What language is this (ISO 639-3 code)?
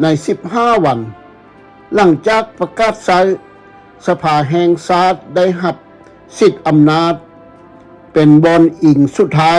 lao